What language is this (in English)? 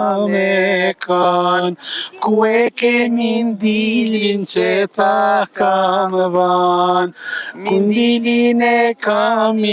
Albanian